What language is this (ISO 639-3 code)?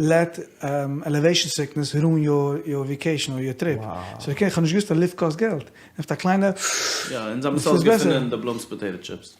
yid